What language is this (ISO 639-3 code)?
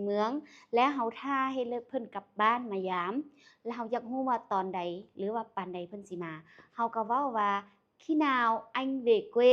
lao